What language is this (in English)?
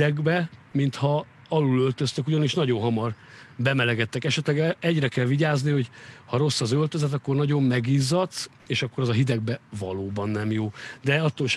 Hungarian